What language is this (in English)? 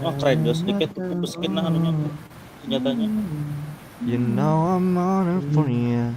Banjar